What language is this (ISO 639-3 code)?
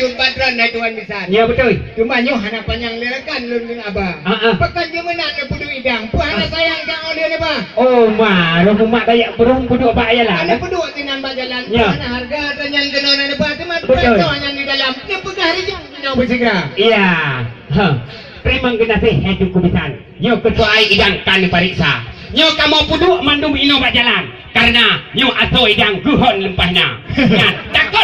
ace